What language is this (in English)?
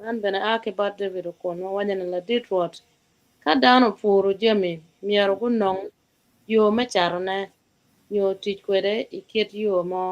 Acoli